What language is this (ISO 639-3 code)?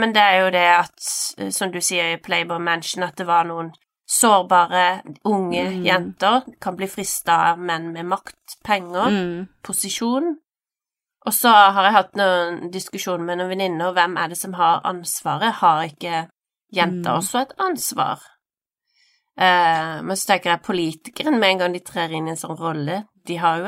nor